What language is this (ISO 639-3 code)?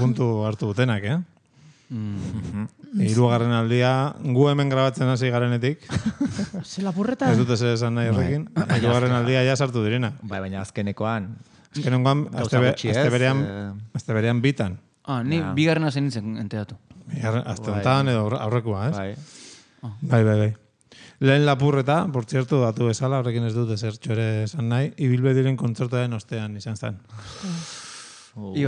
eus